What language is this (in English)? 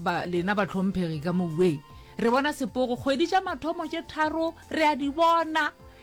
Northern Sotho